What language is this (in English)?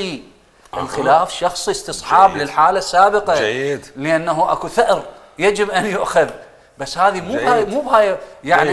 Mesopotamian Arabic